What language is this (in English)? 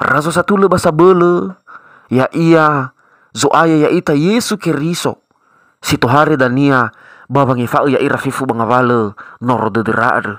Nias